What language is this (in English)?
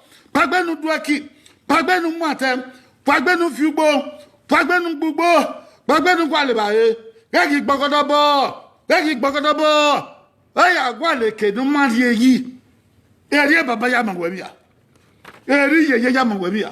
Bini